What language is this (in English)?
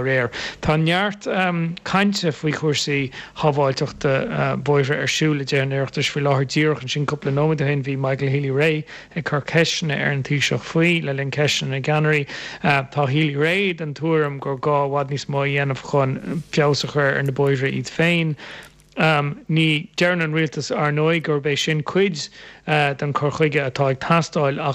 Irish